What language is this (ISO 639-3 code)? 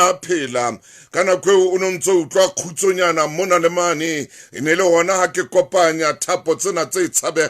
sot